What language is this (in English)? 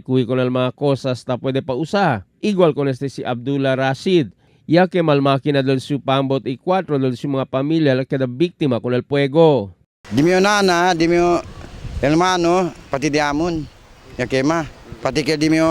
Chavacano